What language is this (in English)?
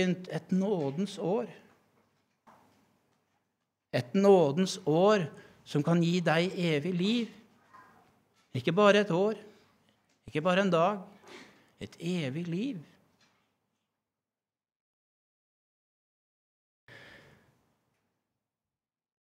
Norwegian